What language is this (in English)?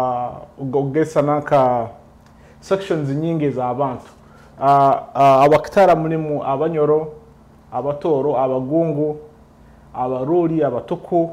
Nyoro